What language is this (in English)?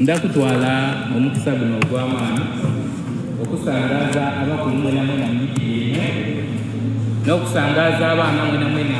Soga